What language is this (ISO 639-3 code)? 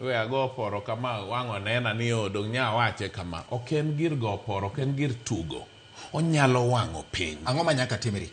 luo